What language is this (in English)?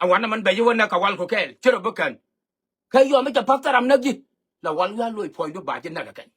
Nuer